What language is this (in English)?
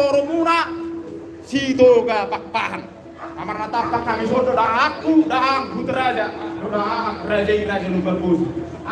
Batak Toba